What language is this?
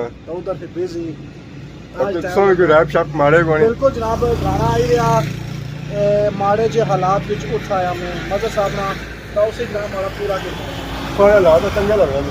Pahari-Potwari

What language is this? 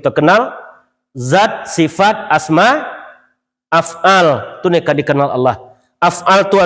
Minangkabau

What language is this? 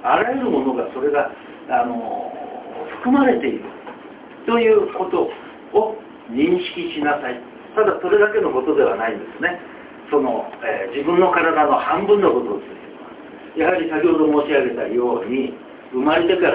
Japanese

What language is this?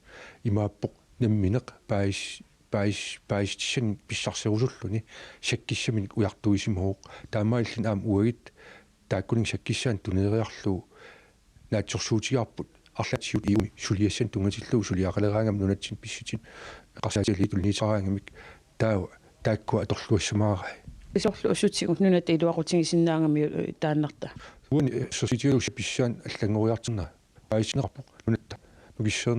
Kalaallisut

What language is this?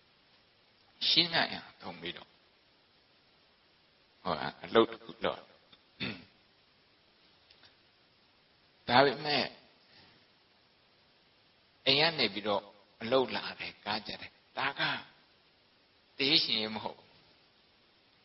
Burmese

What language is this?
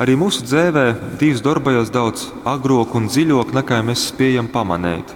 Latgalian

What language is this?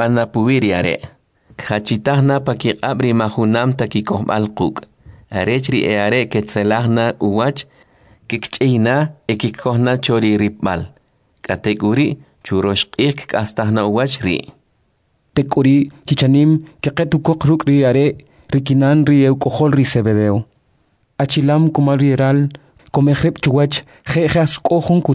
Kʼicheʼ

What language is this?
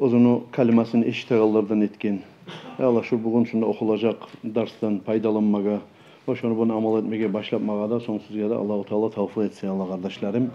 Kumyk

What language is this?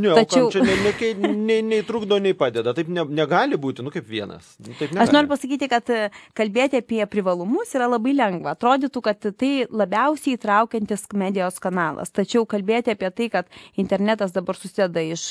Lithuanian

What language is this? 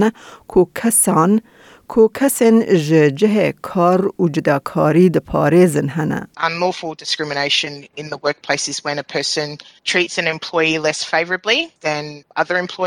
Kurdish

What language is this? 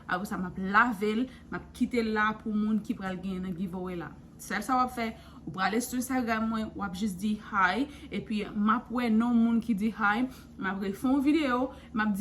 Haitian Creole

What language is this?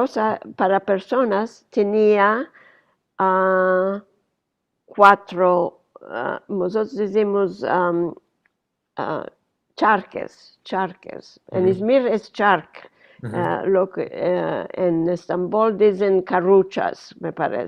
Ladino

